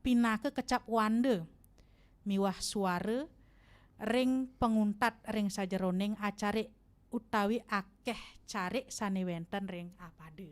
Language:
Balinese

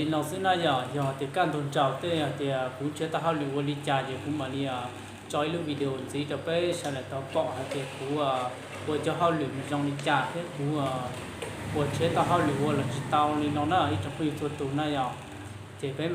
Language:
Hmong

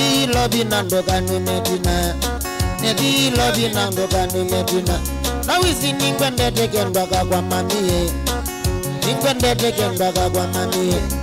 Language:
Kamba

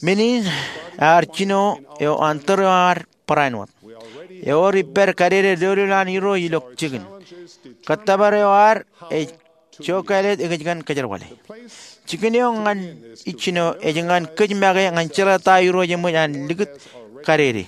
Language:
Marshallese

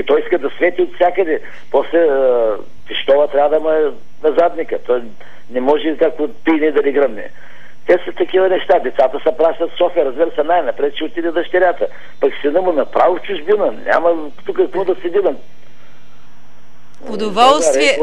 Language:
Bulgarian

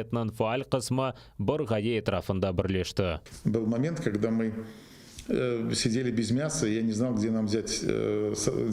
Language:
Crimean Tatar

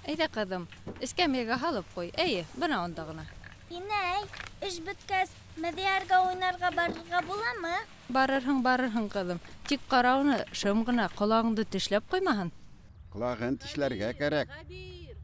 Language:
Bashkir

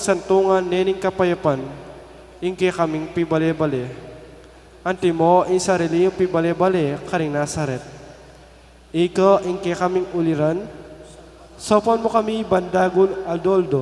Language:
Pampanga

